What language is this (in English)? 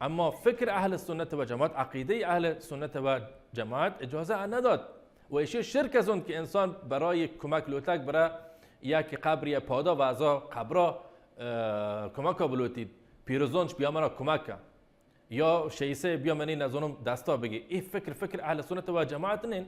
Baluchi